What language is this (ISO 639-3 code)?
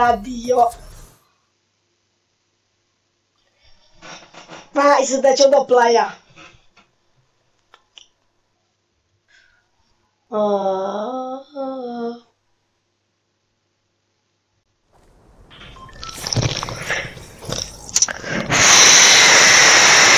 ita